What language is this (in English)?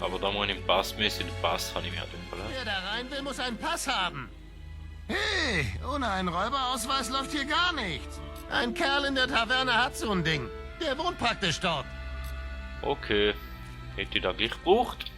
Swiss German